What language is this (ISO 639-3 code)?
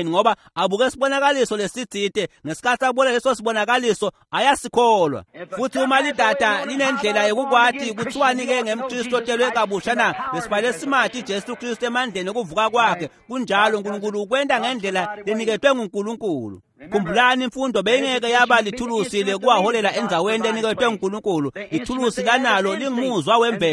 ssw